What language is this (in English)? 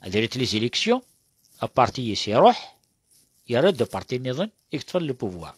Kabyle